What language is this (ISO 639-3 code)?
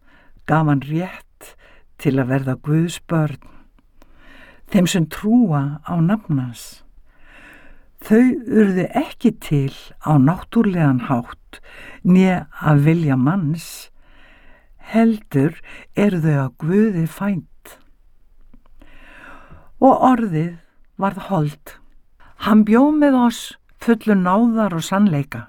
isl